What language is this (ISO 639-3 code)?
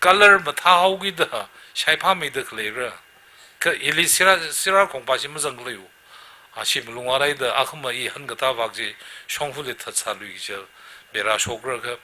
nmf